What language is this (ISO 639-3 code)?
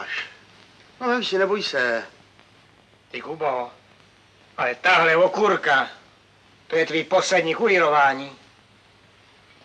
ces